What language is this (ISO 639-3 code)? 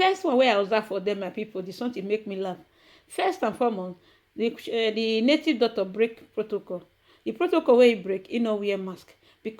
pcm